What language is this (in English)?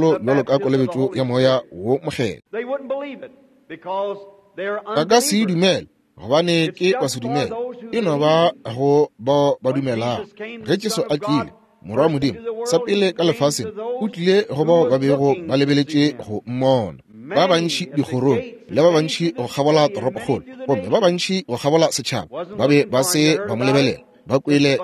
Northern Sotho